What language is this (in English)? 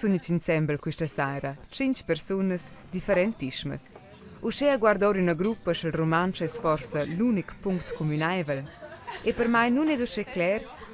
Romansh